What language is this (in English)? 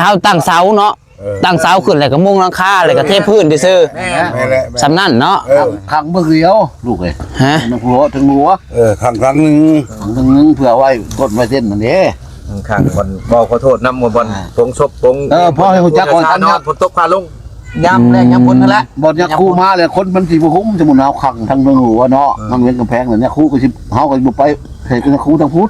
Northeastern Thai